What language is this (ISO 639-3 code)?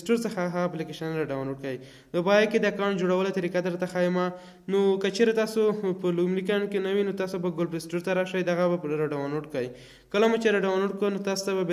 pus